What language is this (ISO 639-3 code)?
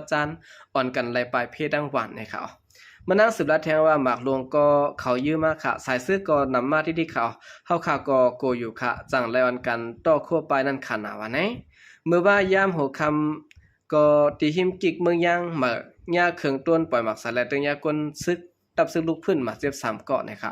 shn